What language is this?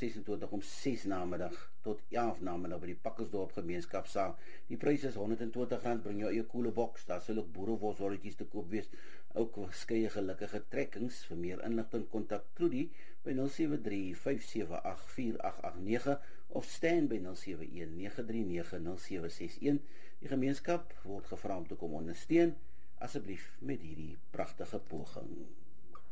Afrikaans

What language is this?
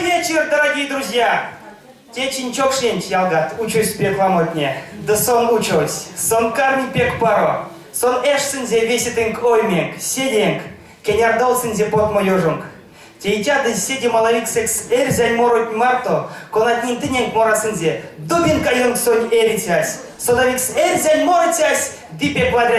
Erzya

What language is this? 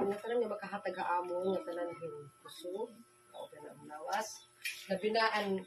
Waray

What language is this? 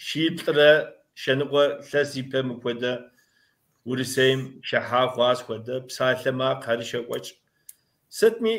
Kabardian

